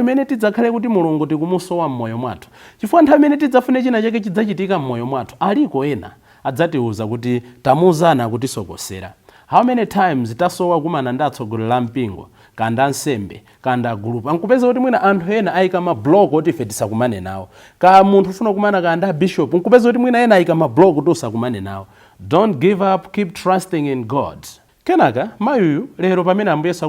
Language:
Nyanja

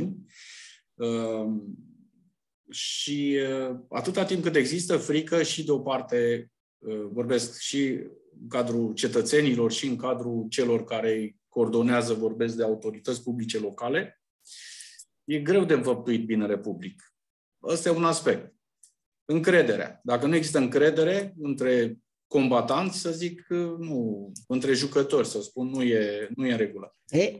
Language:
Romanian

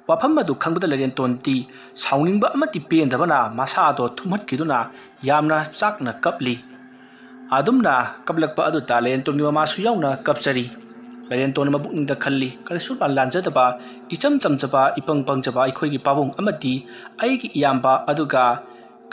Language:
Manipuri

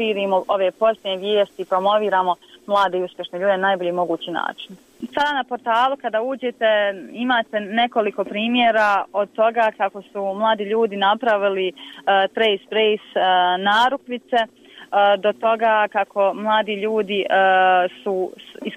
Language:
Bosnian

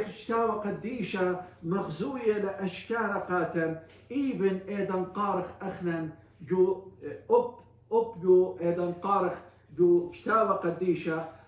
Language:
Assyrian Neo-Aramaic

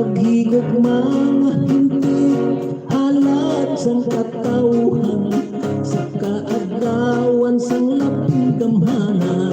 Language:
Hiligaynon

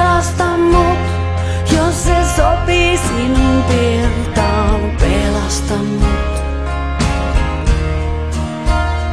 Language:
Finnish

